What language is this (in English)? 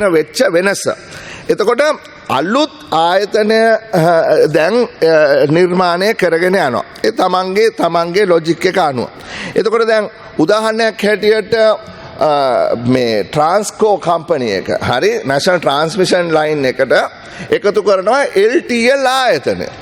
Sinhala